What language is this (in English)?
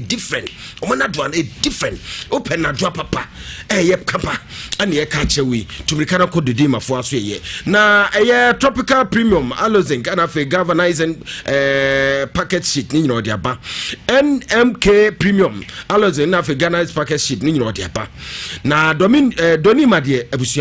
Akan